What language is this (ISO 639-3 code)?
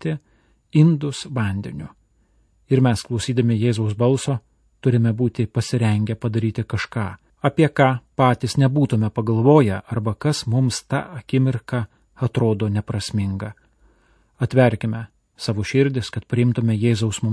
lit